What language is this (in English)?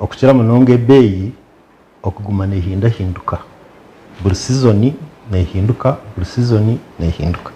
Nyankole